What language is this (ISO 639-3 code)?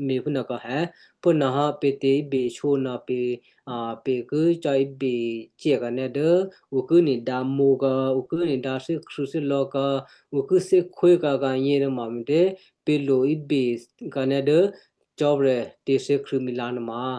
kyu